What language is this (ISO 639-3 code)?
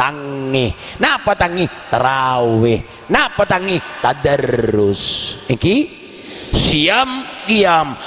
mad